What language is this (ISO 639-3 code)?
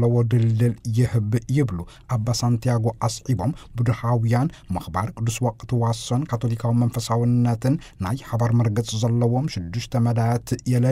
tir